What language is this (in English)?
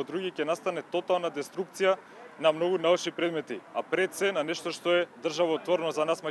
Macedonian